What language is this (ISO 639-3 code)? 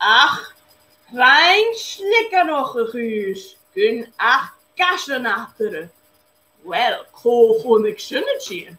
gla